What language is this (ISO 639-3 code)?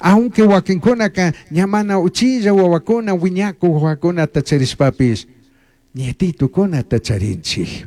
qug